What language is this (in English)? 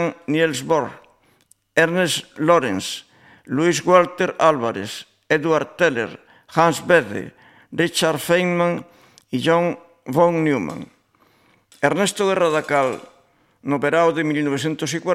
Galician